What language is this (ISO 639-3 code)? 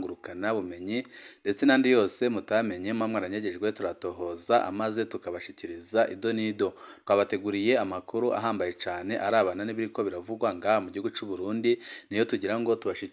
run